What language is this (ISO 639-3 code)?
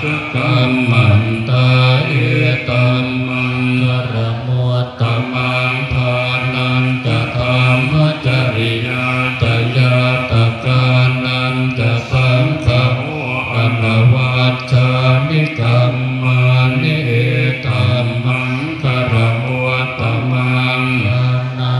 pli